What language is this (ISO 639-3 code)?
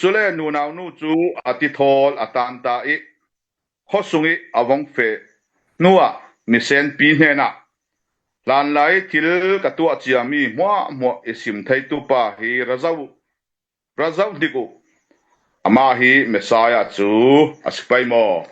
cfm